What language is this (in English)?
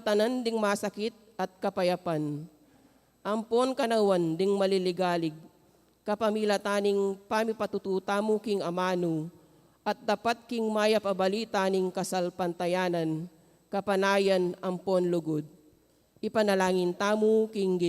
Pampanga